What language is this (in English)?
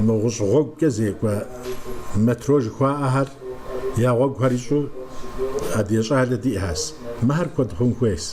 Kabardian